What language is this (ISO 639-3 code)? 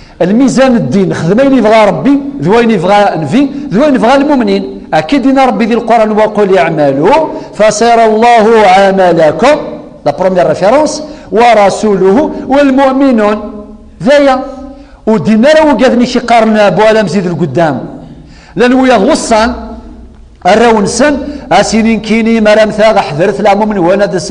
kab